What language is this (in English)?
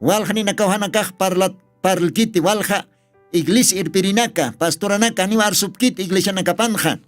Aymara